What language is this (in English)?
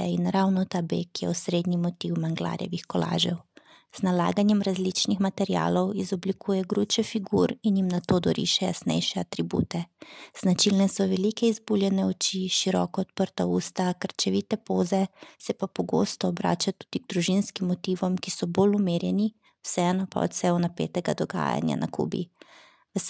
Slovenian